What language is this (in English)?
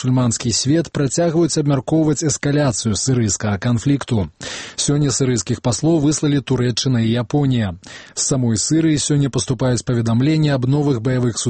Belarusian